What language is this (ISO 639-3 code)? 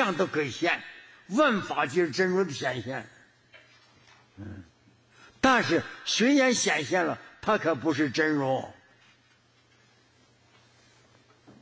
zho